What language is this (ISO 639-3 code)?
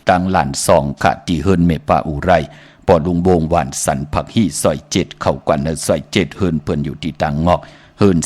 shn